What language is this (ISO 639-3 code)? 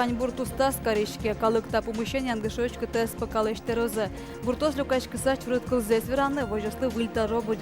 udm